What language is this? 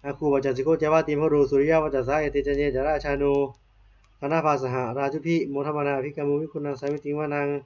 Pali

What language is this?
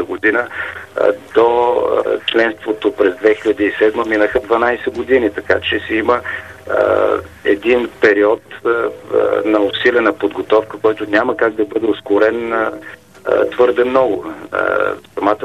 Bulgarian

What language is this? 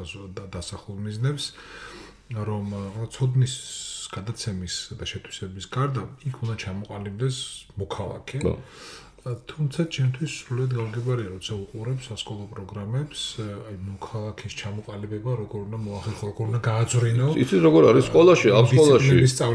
Georgian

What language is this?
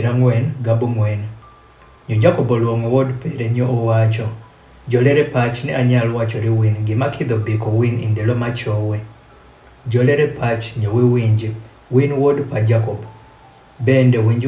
Adhola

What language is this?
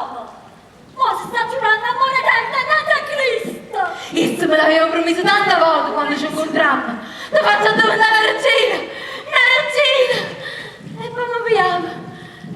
Neapolitan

